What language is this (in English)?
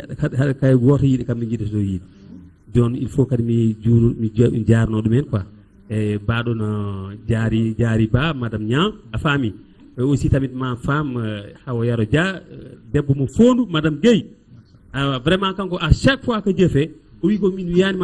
Fula